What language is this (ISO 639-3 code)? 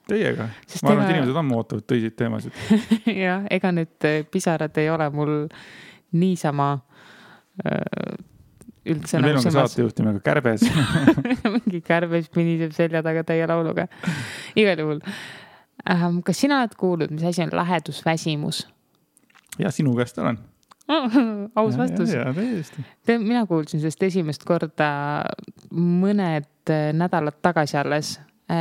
est